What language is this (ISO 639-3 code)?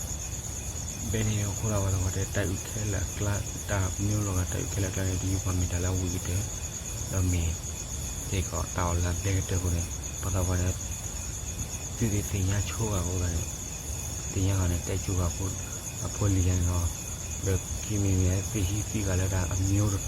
ksw